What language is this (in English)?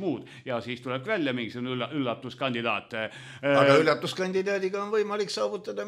Estonian